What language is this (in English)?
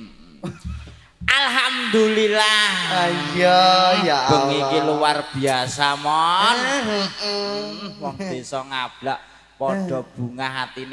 Javanese